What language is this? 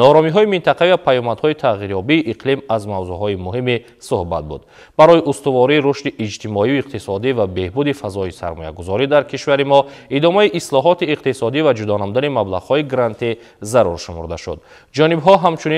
Tajik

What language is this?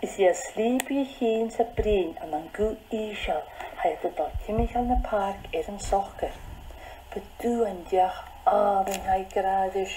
Scottish Gaelic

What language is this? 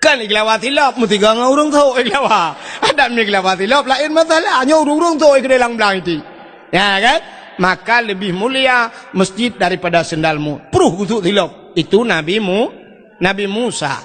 Achinese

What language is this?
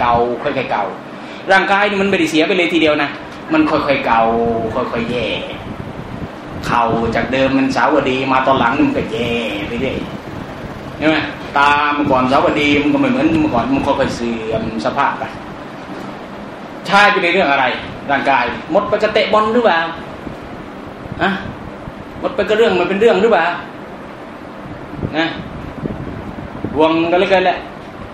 Thai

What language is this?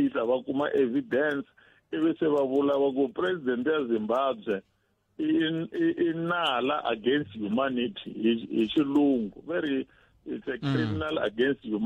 Tsonga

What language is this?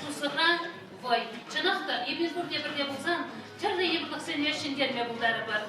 Chuvash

